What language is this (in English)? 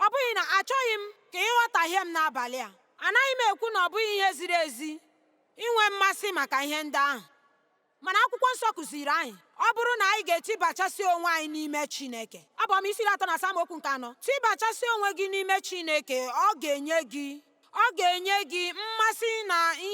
Igbo